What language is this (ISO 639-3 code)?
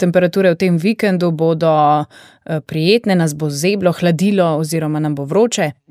slv